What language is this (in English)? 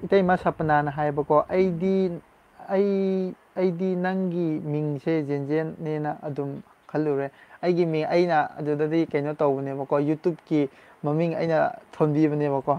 Manipuri